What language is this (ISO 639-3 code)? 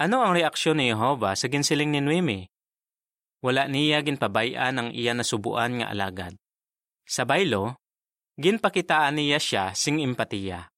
hil